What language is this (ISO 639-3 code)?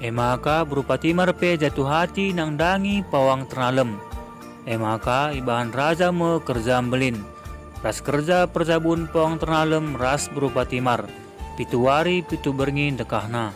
btx